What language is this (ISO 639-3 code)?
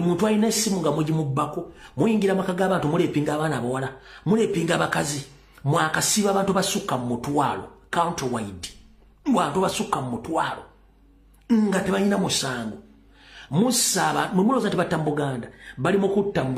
lug